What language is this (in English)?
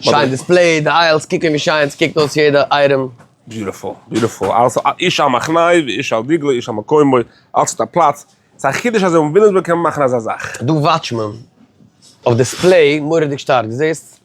Yiddish